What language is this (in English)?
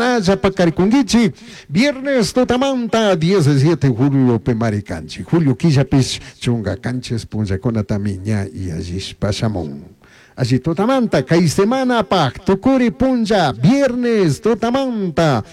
Chimborazo Highland Quichua